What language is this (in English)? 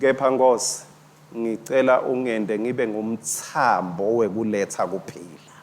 Swati